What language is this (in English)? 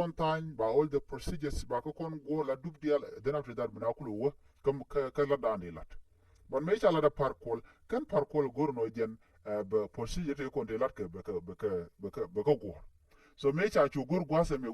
Nuer